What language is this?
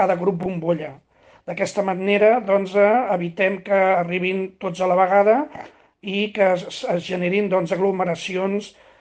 Catalan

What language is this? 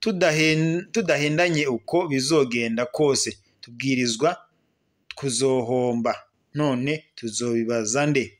Rundi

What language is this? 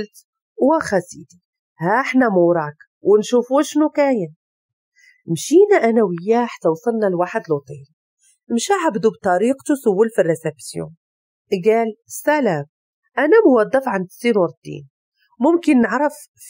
Moroccan Arabic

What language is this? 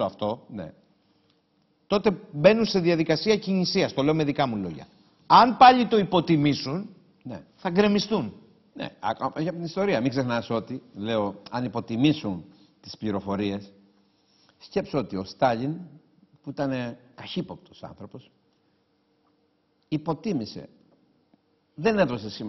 Greek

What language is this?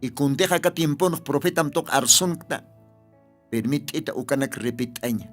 Aymara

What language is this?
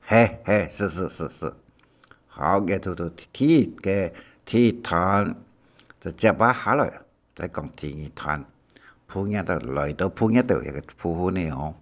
Hakka Chinese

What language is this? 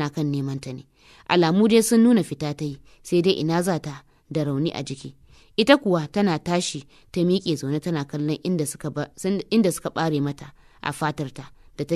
Hausa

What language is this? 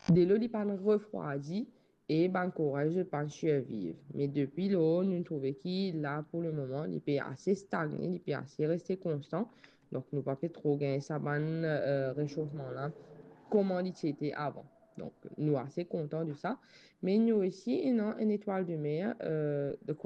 Morisyen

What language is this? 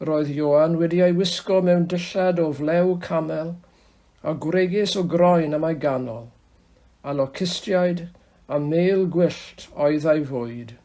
Welsh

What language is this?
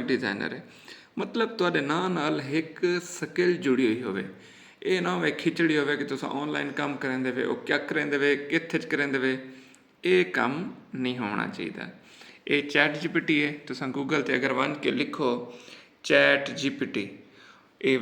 Saraiki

